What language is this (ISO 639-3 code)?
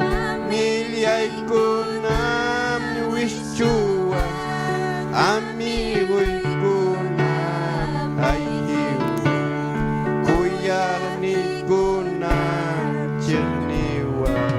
quy